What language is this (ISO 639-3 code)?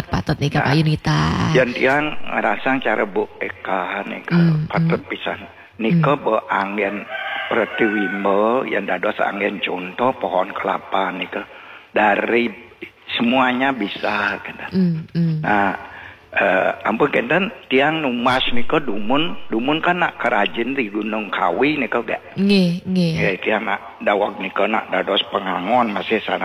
ban